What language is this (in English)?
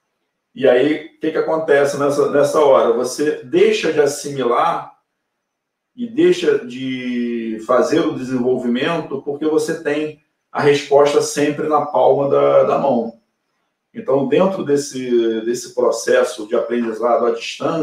Portuguese